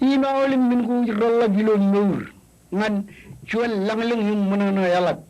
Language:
Marshallese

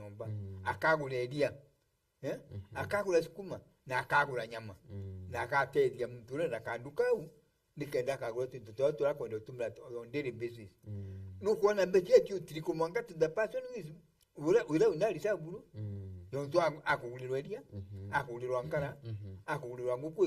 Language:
Meru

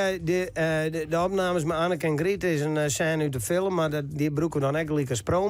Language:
Western Frisian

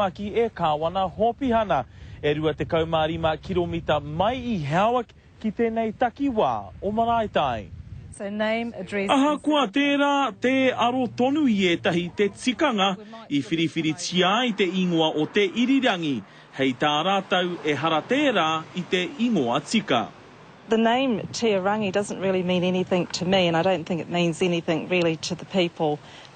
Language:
Māori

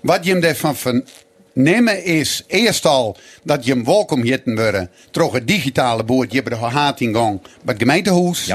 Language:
Western Frisian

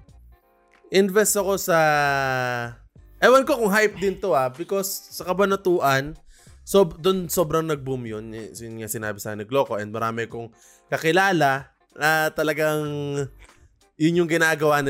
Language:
Filipino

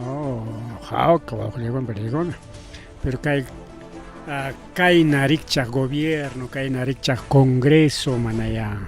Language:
Ayacucho Quechua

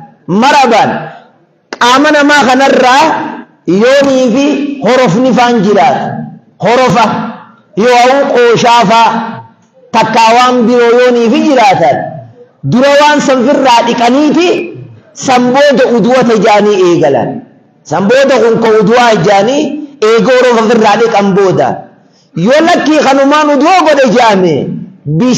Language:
Oromo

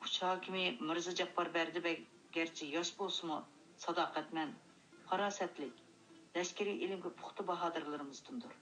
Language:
Uyghur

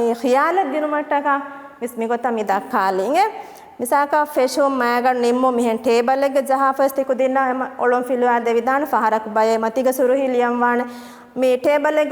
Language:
Divehi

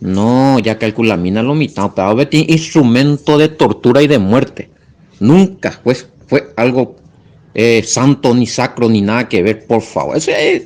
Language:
Guarani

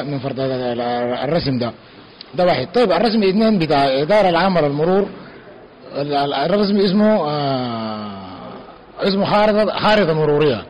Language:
Sudanese Arabic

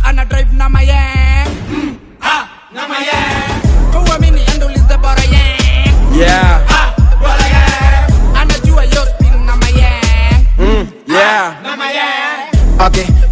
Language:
Swahili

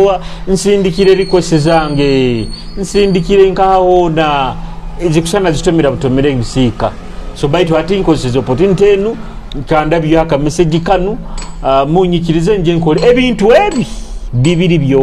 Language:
Nyoro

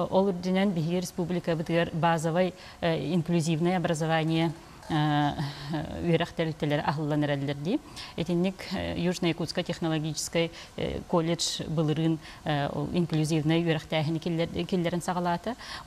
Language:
Yakut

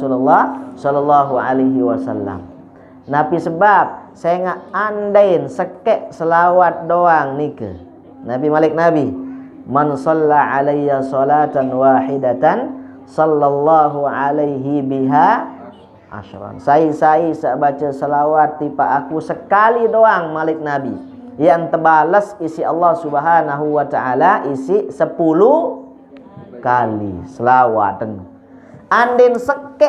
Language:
Sasak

